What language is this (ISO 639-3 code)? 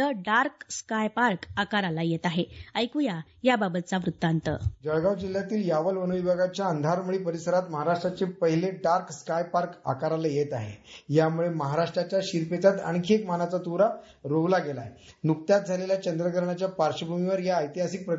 mar